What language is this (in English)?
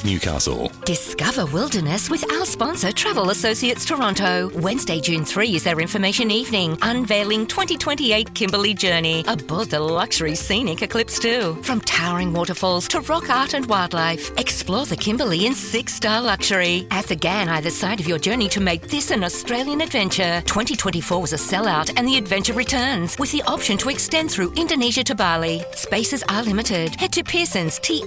English